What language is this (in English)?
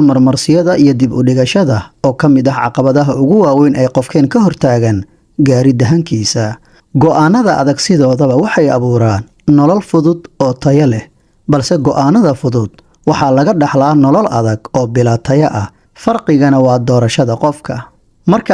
Somali